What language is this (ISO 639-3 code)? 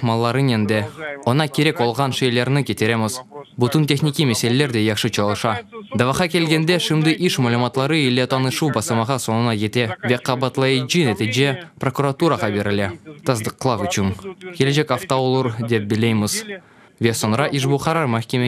crh